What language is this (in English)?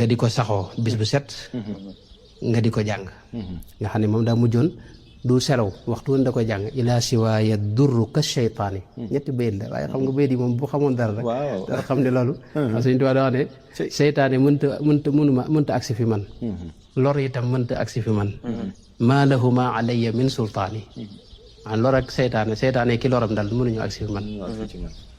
Wolof